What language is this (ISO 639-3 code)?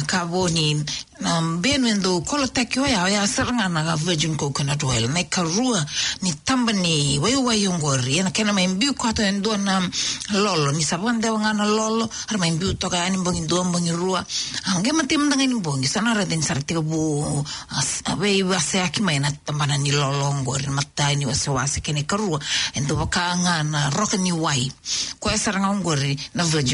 fij